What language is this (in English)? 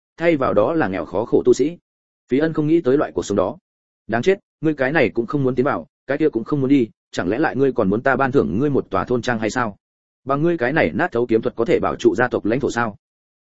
Vietnamese